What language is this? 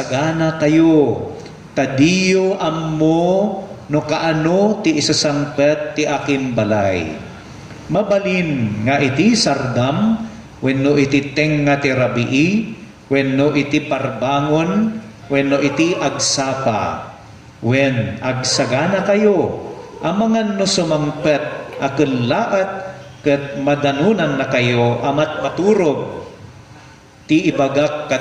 Iloko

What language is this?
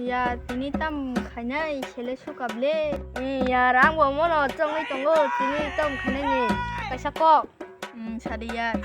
Kok Borok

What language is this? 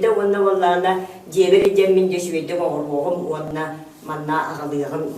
Yakut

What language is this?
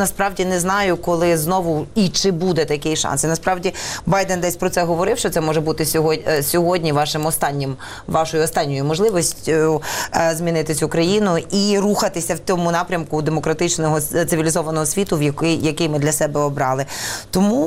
Ukrainian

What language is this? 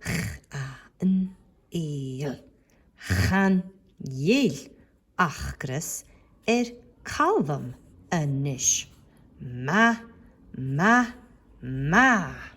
Scottish Gaelic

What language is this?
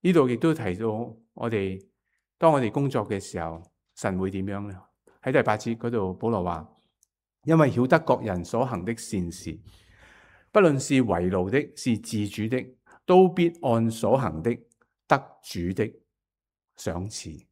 Cantonese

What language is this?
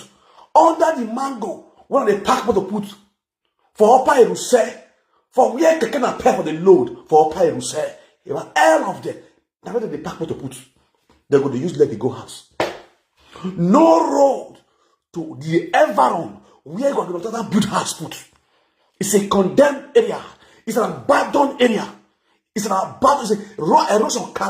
Nigerian Pidgin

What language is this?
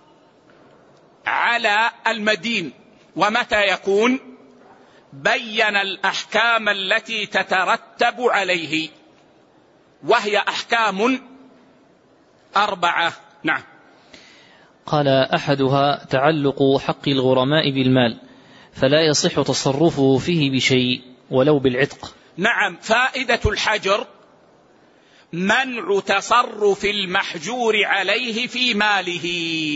Arabic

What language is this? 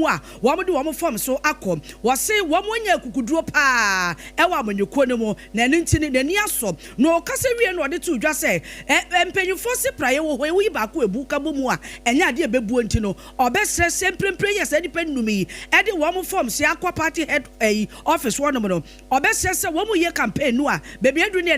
Akan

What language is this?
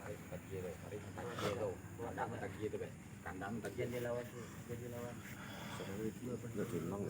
Minangkabau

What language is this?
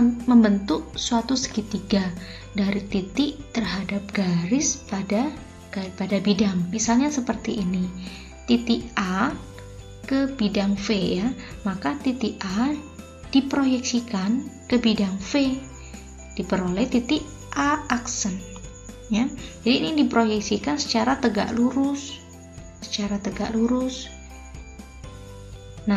Indonesian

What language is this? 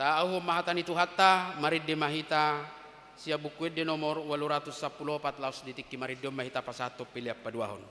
Batak Toba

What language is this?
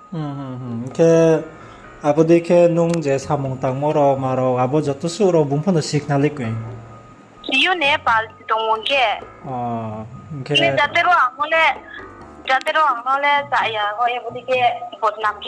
Riang (India)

